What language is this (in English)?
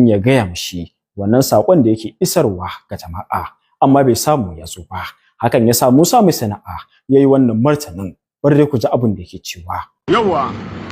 Hausa